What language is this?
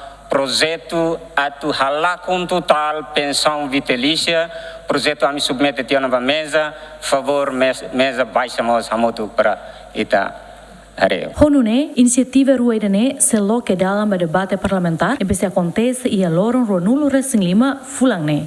Tetum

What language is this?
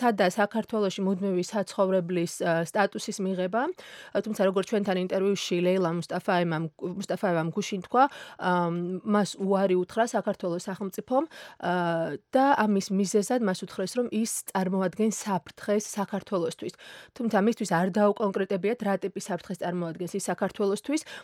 Georgian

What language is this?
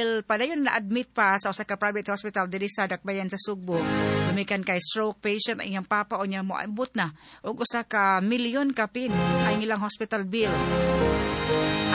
Cebuano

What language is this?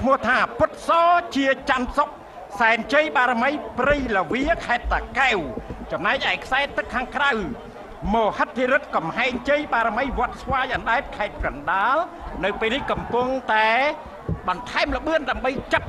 Khmer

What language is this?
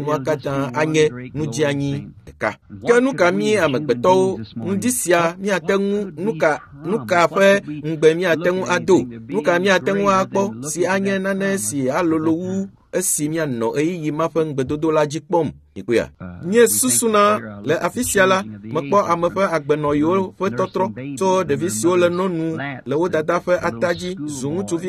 Ewe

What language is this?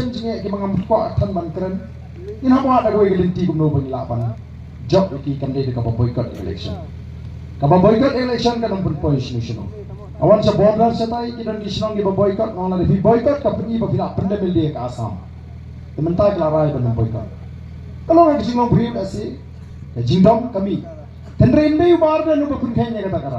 Khasi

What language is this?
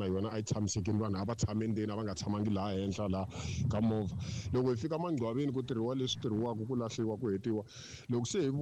Tsonga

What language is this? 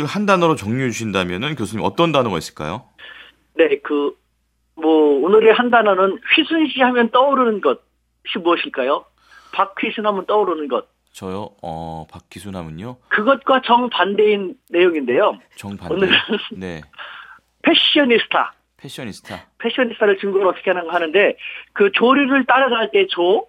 Korean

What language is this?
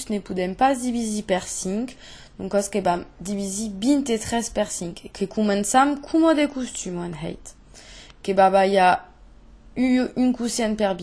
Occitan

